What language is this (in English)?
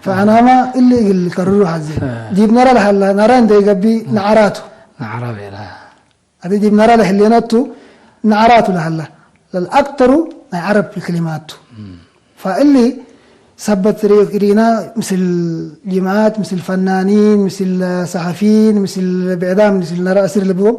Tigre